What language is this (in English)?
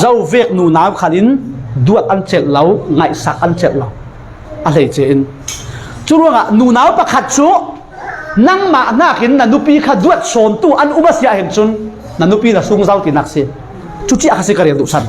Falam Chin